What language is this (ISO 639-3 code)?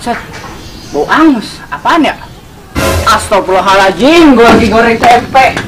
bew